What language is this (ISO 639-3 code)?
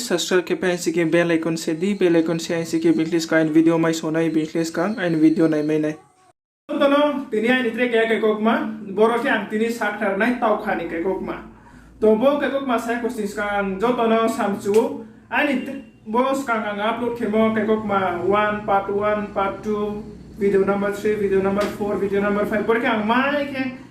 ria